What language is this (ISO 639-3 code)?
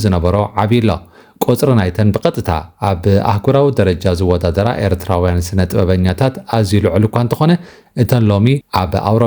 tir